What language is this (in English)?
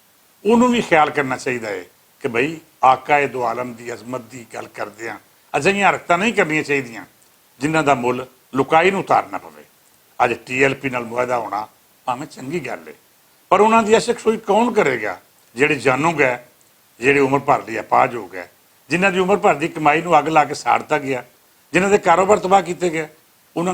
Western Panjabi